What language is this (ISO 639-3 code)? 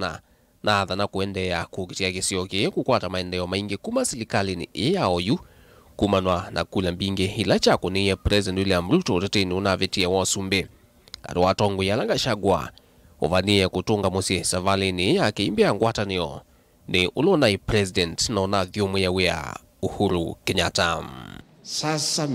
kam